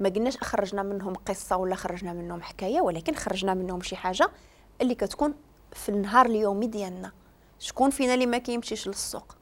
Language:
Moroccan Arabic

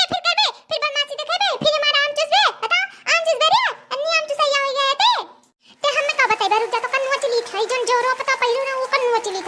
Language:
Awadhi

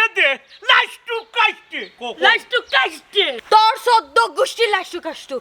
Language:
Sylheti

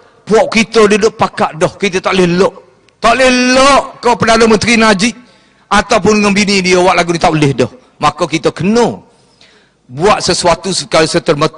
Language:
Malay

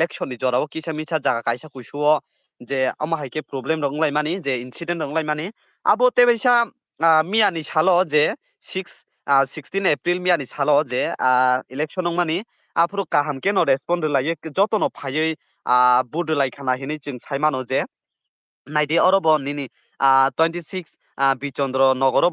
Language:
Kok Borok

